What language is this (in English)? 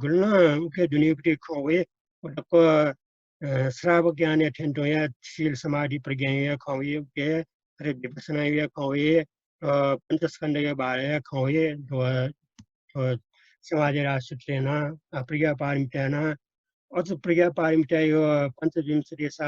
Newari